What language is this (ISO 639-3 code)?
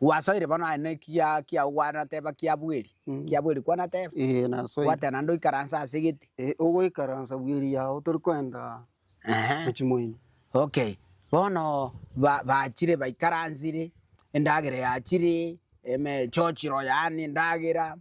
guz